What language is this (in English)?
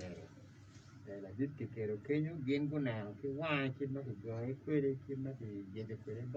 Acoli